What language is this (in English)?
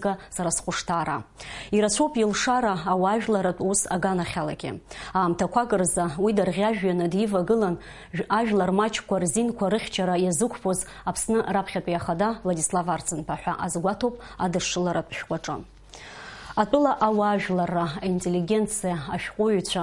Abkhazian